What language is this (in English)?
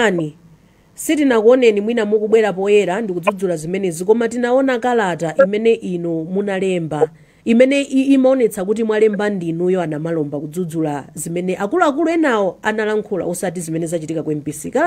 Nyanja